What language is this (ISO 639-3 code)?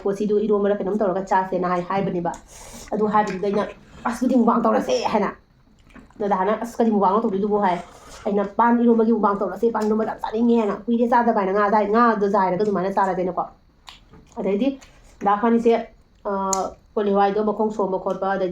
mni